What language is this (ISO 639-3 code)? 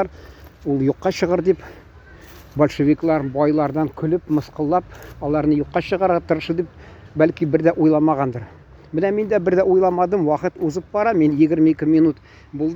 tat